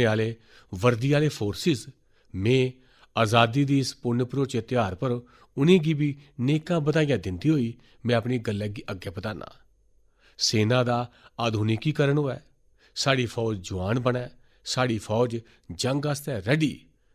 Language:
Dogri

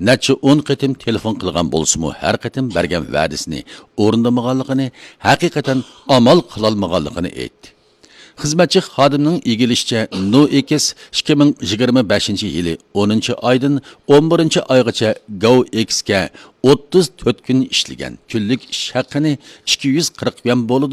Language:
Uyghur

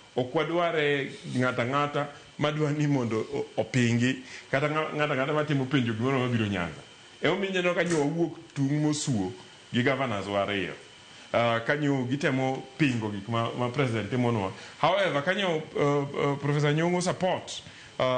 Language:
Luo (Kenya and Tanzania)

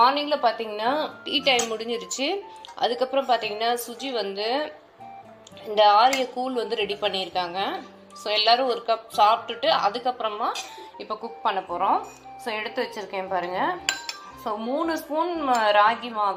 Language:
Tamil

